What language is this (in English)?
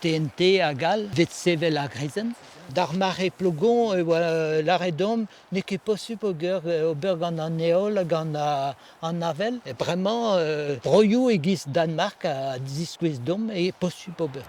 Breton